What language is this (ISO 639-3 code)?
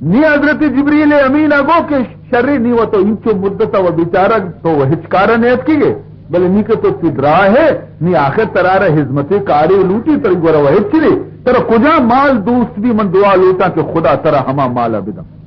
bal